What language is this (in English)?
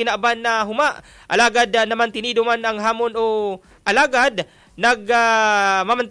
Bikol